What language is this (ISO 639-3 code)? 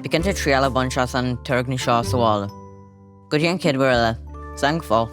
gle